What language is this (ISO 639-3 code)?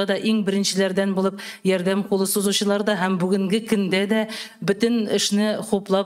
tat